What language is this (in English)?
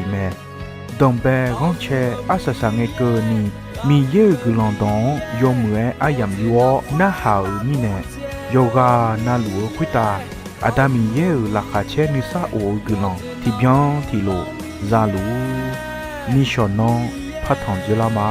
Akha